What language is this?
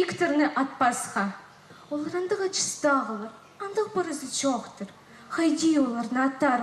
Khakas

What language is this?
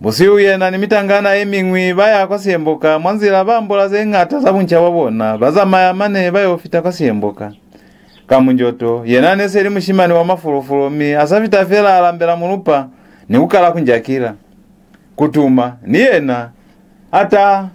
Lozi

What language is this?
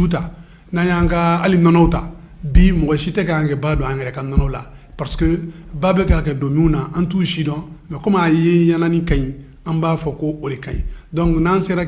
Bambara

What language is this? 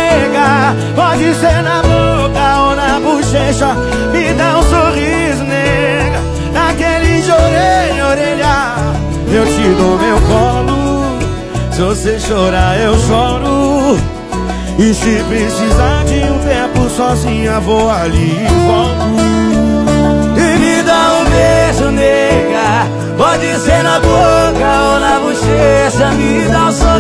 Portuguese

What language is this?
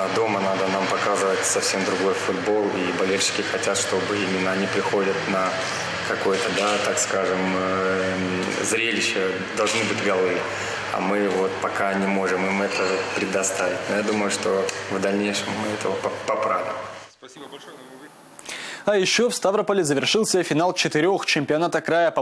Russian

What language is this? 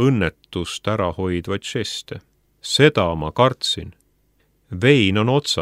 Estonian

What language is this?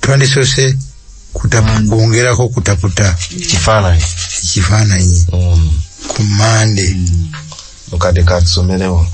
Ganda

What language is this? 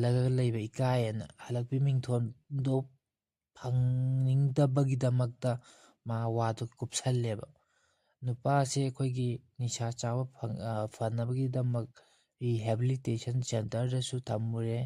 Manipuri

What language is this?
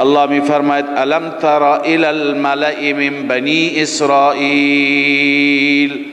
Persian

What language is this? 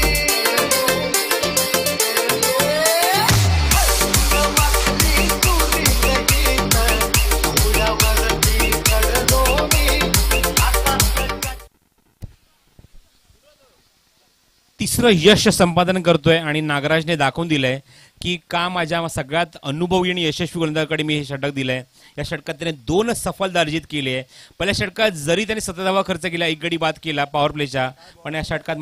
Marathi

